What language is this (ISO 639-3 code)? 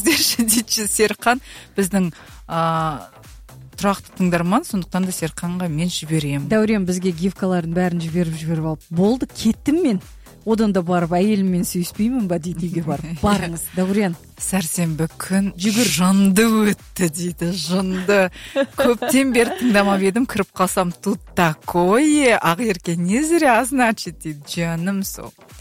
kaz